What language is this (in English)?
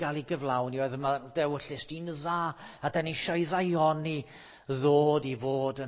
Welsh